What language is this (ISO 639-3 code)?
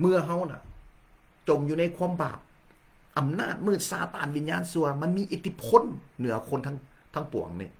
lao